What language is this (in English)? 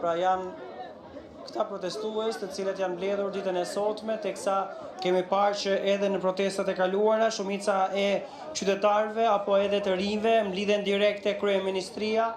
Albanian